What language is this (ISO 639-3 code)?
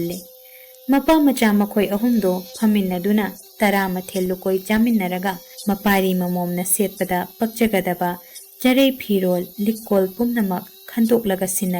mni